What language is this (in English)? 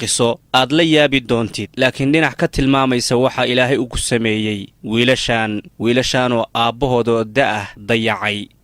Somali